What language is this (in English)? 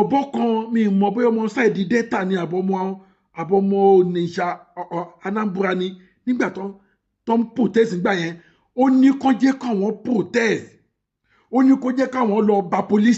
Yoruba